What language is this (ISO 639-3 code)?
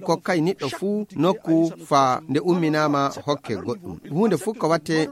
ful